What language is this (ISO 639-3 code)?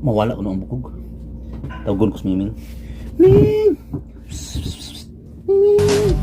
ceb